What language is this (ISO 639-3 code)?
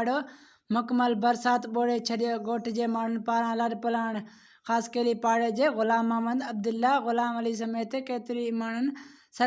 snd